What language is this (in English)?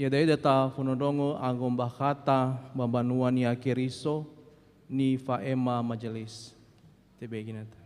Nias